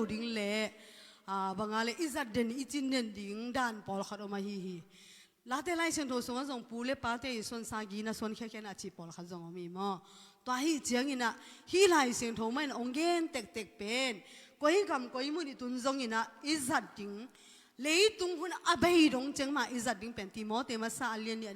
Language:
Tedim Chin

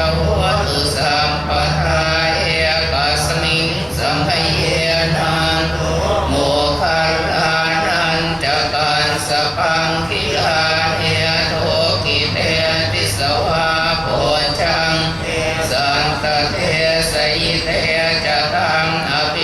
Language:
Pali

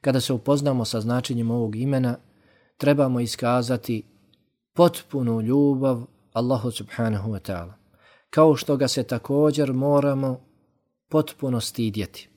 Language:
Bosnian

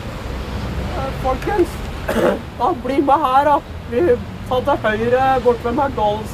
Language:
Norwegian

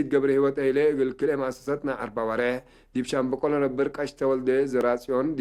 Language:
Tigre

